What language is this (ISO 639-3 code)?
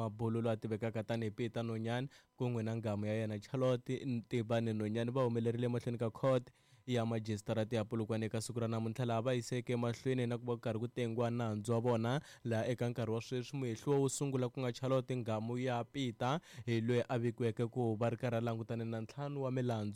tso